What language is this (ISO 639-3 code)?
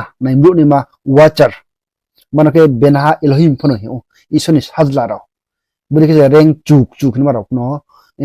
ria